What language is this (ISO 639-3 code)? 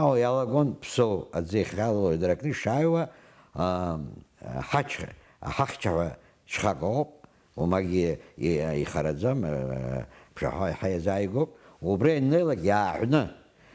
abk